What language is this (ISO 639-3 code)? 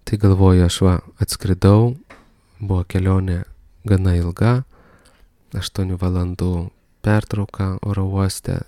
lit